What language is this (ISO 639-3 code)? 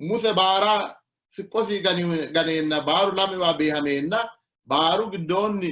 sid